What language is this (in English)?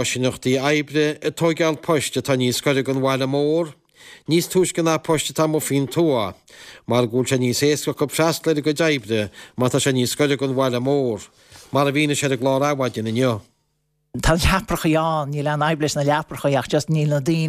Irish